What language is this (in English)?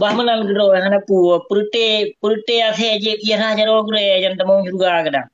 Achinese